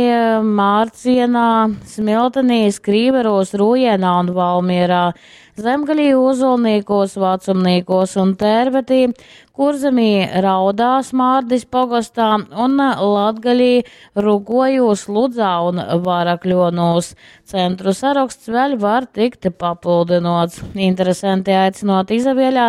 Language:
Latgalian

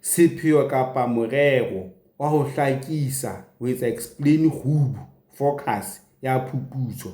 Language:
Southern Sotho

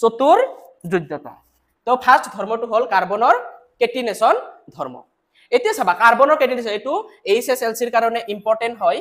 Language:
Assamese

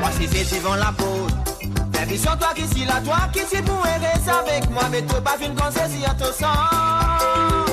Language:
Morisyen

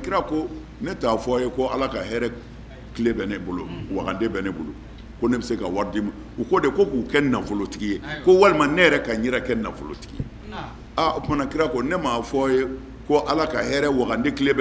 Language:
Bambara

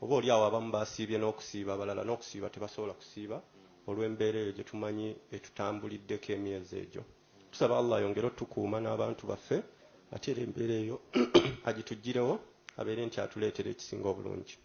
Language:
Ganda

